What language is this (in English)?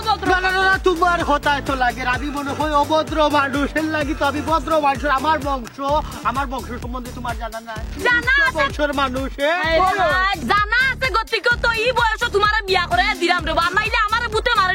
Sylheti